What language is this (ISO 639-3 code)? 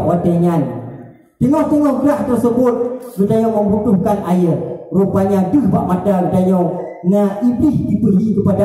ace